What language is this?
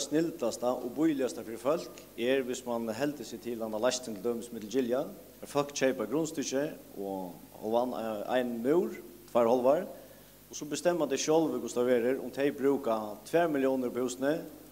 Faroese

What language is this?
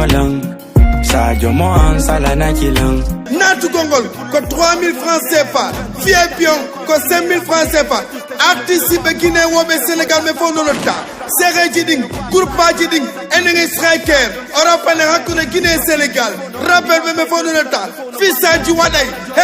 Fula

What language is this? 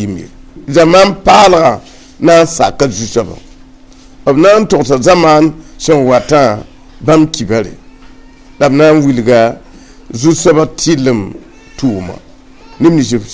Mossi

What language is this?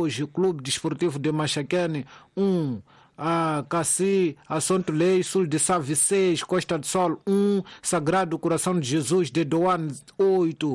Tsonga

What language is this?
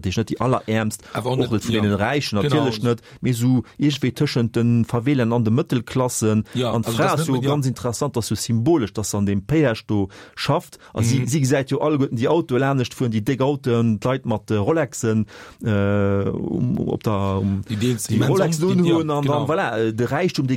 Luxembourgish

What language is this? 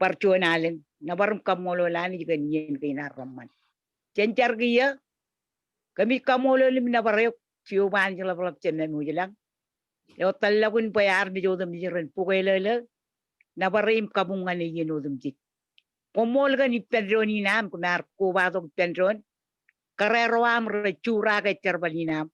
Marshallese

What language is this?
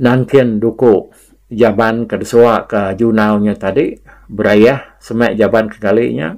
Iban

